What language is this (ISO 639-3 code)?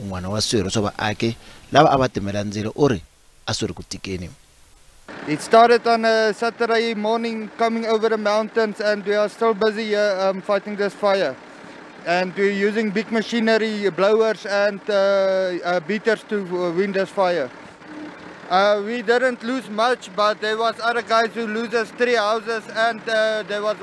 tso